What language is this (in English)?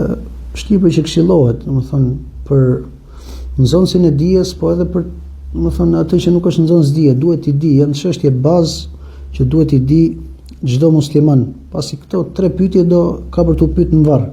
Albanian